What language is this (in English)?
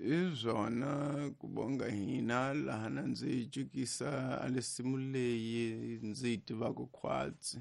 Tsonga